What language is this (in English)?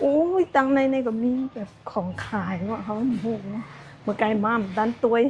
Shan